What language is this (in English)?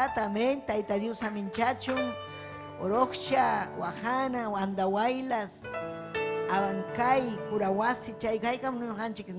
Ayacucho Quechua